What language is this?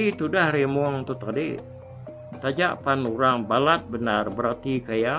Iban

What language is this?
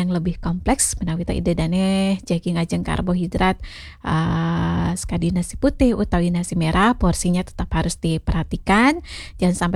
Balinese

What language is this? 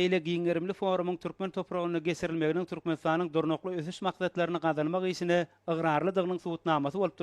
Turkmen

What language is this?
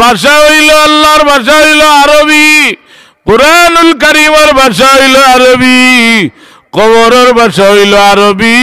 Sylheti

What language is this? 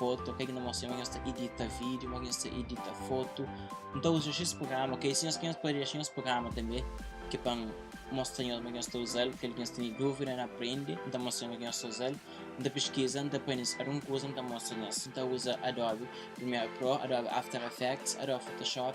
Kabuverdianu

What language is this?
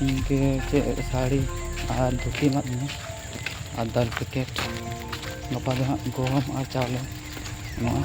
Santali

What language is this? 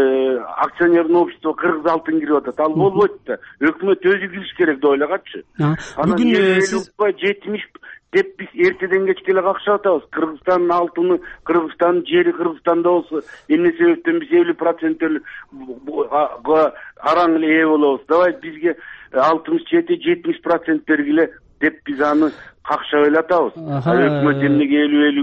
Kyrgyz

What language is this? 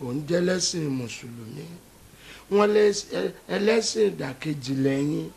Yoruba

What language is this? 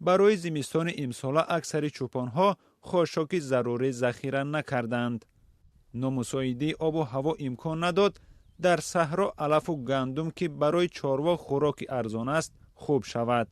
Tajik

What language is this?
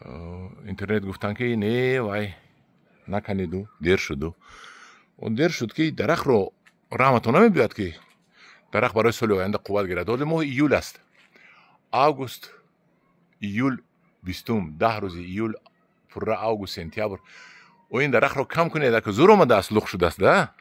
Tajik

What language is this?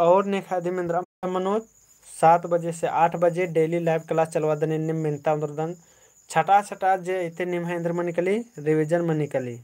Kurukh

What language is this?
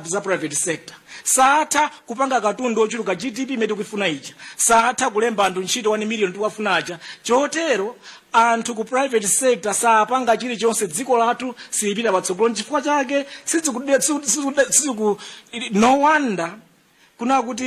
Nyanja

